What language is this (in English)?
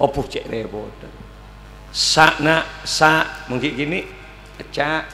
Madurese